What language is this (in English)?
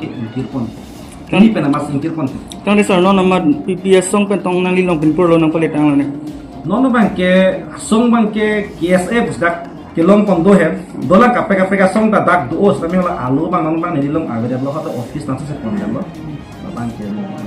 Karbi